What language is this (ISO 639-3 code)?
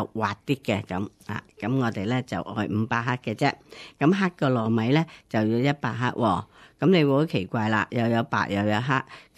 yue